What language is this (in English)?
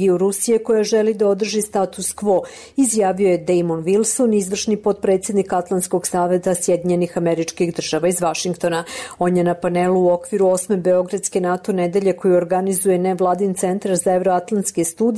Serbian